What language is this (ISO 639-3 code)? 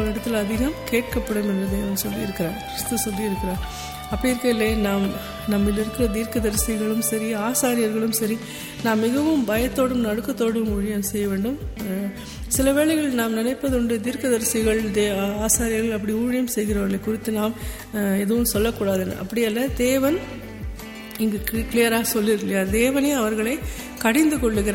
tam